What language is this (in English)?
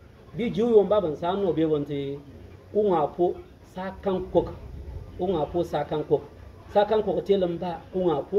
Bimoba